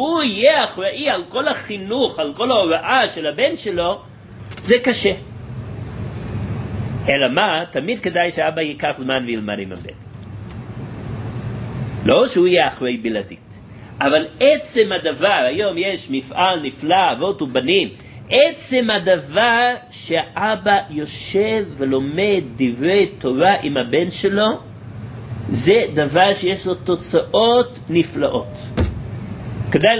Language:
Hebrew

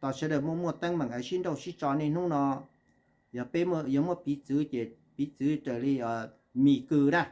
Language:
Hmong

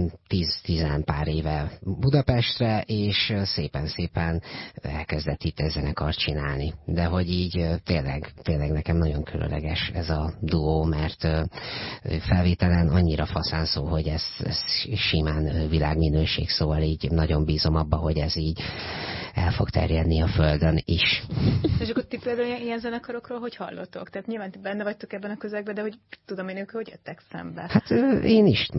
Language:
Hungarian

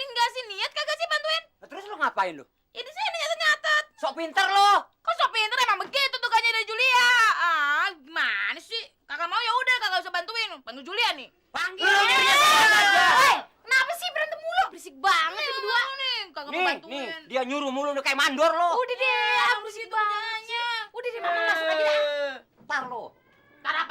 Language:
Betawi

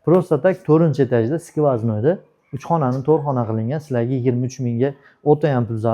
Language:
Uzbek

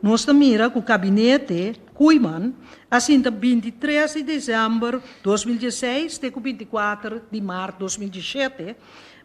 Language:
Papiamento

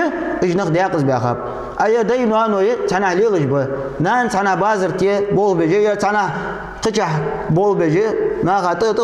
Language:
Ingush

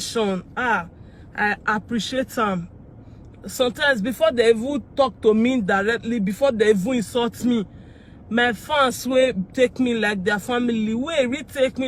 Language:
Nigerian Pidgin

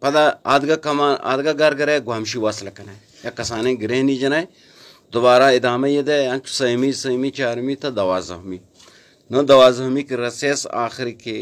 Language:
Baluchi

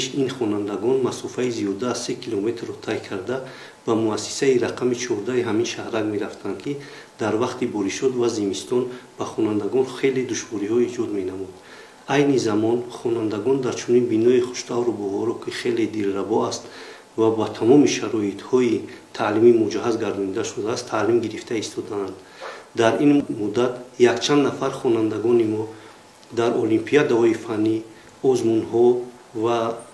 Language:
Tajik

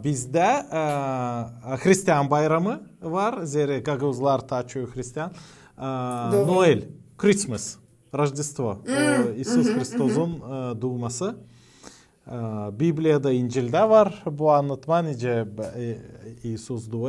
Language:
Gagauz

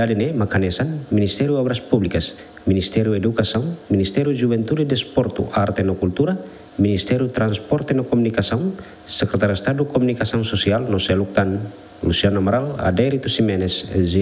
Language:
Tetum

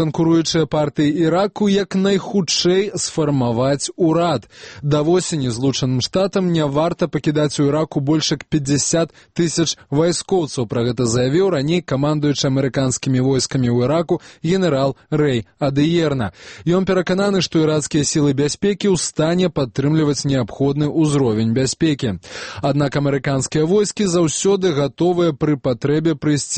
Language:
Belarusian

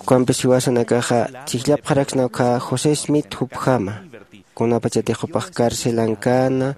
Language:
Aymara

